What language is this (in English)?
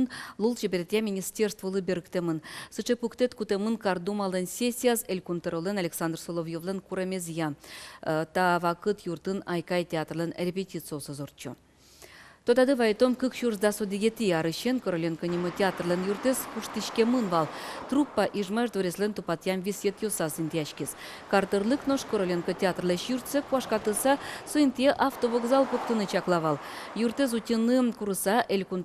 Udmurt